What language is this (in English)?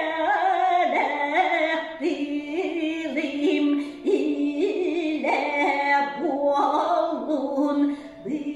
Yakut